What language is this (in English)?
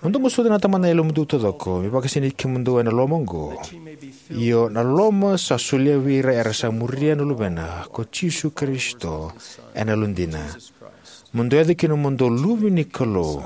Fijian